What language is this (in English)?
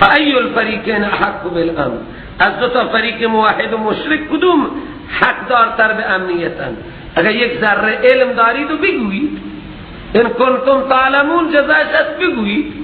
Persian